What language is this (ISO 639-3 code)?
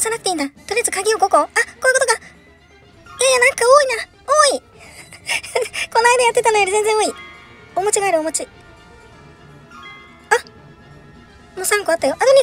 jpn